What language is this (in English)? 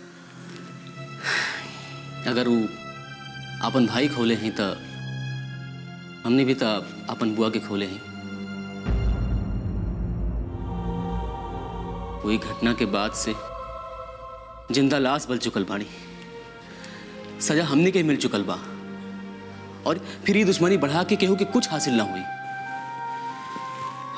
Bhojpuri